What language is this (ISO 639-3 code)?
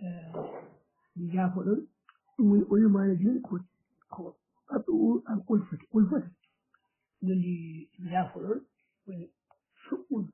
ful